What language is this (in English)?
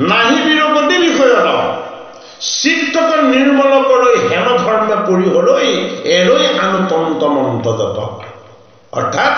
Assamese